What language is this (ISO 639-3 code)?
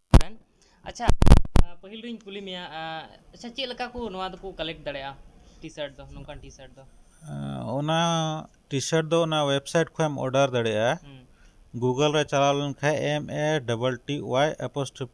sat